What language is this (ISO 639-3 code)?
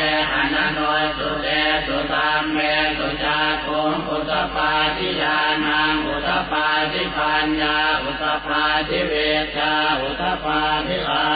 pli